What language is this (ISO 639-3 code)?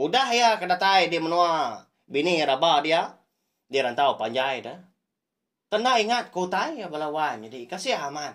iba